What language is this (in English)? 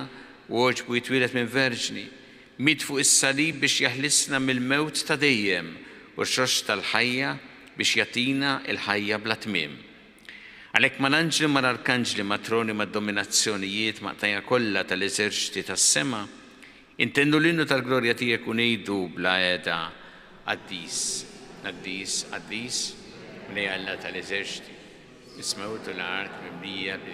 Maltese